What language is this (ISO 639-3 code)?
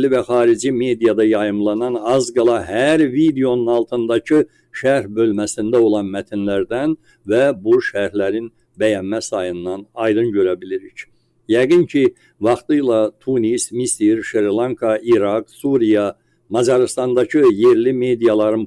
aze